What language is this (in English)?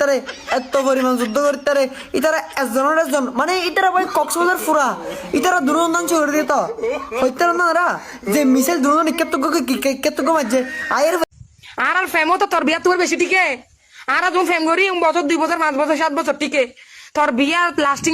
Rohingya